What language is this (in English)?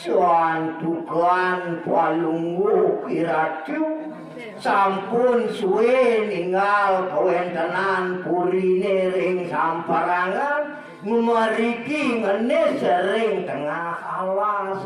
Balinese